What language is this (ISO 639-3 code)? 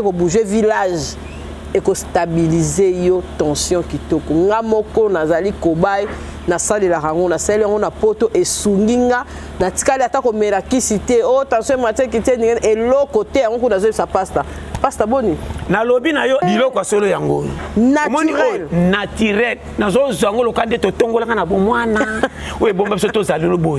lin